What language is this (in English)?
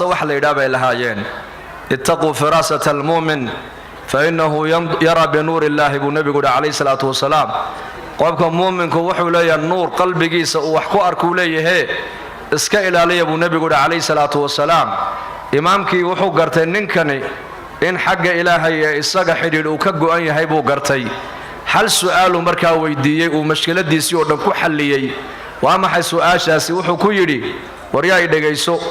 Somali